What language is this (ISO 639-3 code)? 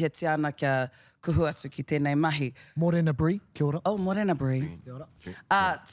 mri